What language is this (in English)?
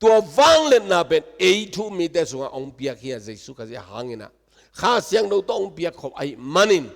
Tedim Chin